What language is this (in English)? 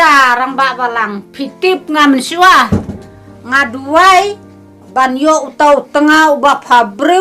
Khasi